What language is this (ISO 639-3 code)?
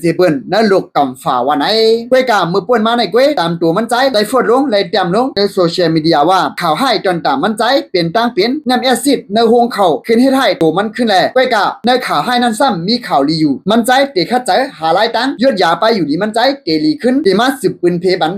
shn